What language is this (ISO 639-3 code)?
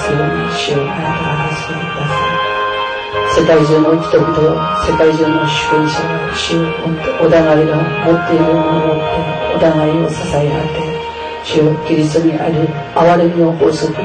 jpn